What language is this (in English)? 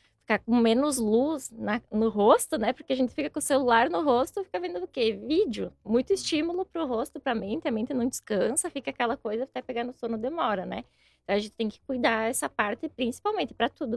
Portuguese